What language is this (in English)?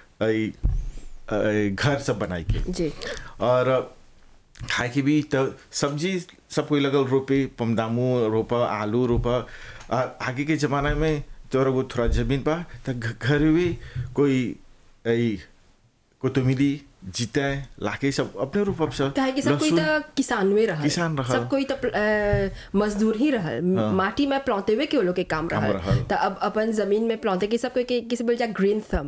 Bhojpuri